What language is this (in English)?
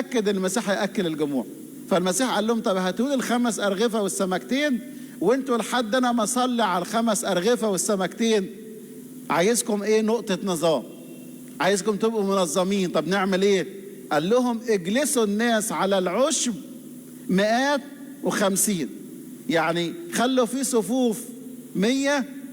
Egyptian Arabic